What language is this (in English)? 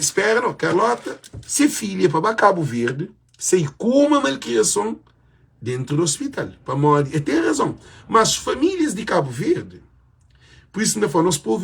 Kabuverdianu